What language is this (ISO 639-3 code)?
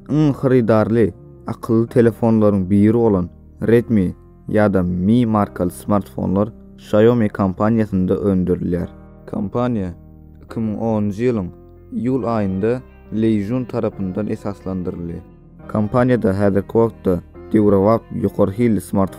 tuk